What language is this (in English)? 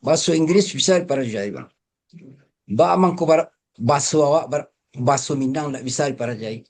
Minangkabau